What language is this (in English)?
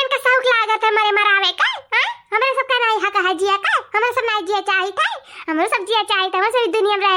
Awadhi